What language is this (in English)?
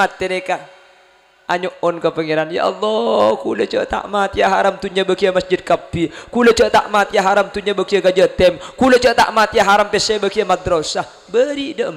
Madurese